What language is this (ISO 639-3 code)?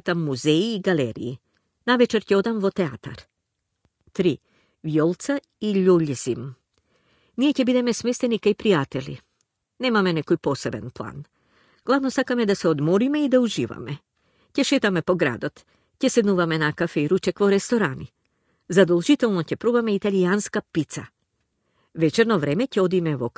mkd